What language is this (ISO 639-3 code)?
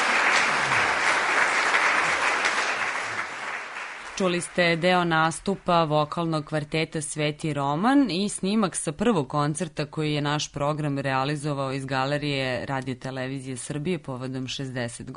srp